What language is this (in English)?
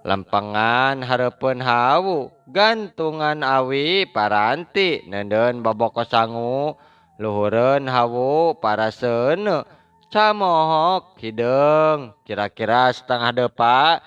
Sundanese